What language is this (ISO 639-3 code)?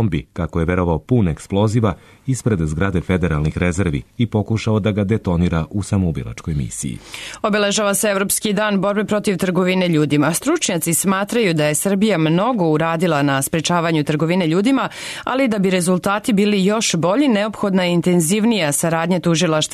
srp